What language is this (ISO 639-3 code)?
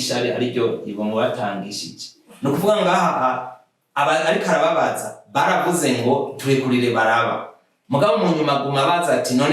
run